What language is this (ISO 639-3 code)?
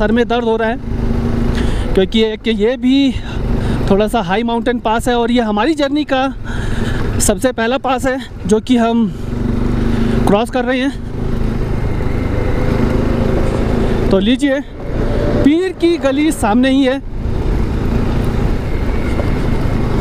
hin